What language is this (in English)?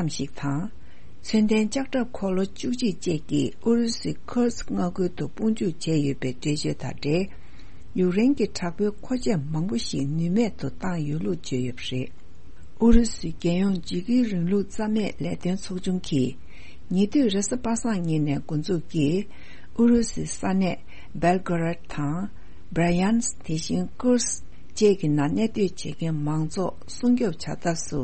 Tibetan